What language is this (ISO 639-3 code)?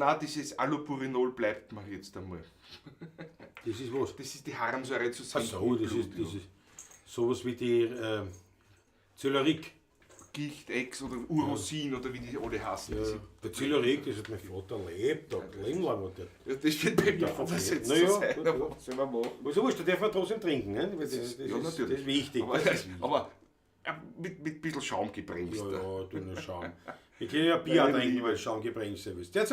bar